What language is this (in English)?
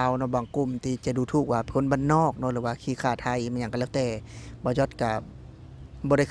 Lao